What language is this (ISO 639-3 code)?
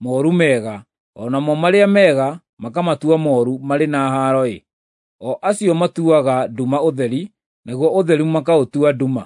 kik